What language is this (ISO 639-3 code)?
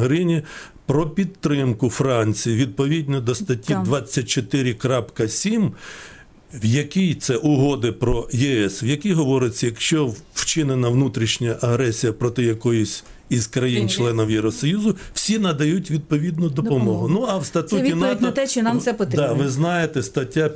ukr